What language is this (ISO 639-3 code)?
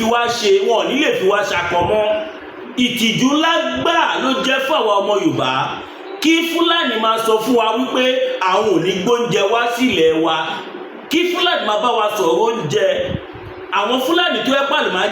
yor